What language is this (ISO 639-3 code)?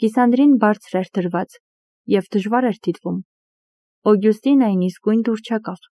hye